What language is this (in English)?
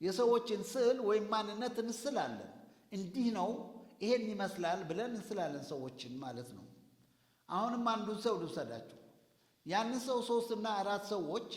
Amharic